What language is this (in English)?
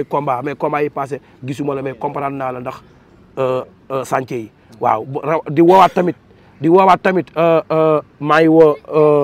Wolof